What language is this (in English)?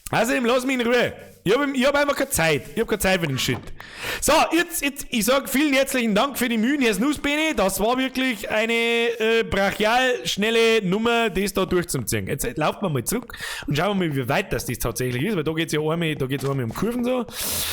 Bavarian